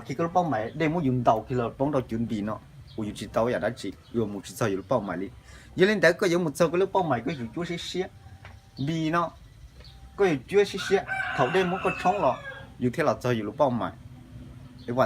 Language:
Hmong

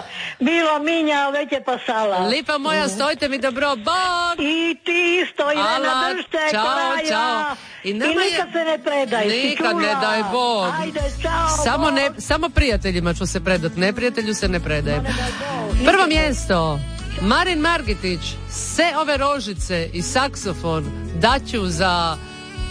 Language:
Croatian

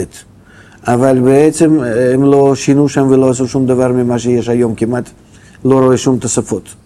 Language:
Hebrew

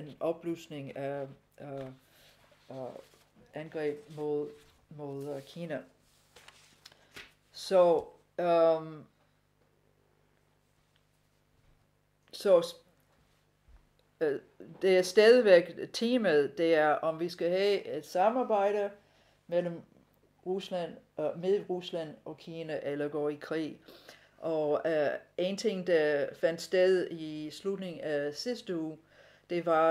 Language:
Danish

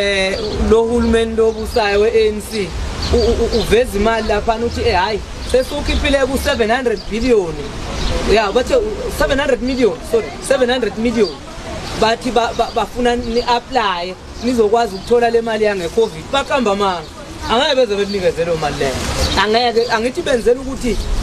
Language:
Zulu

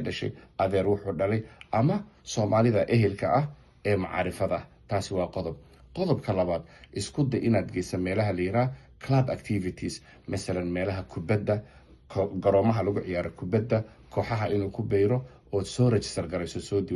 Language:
Somali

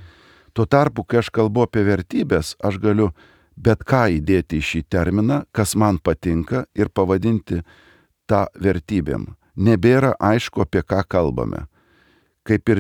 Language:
Lithuanian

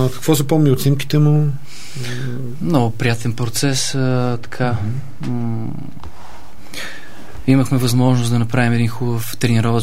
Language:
Bulgarian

